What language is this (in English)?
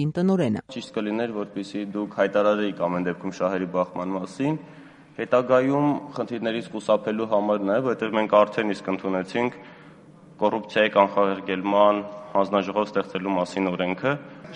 Armenian